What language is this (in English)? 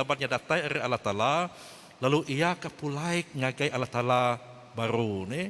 Iban